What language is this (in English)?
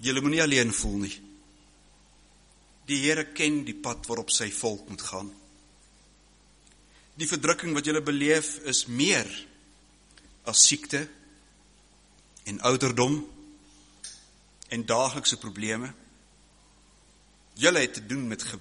Afrikaans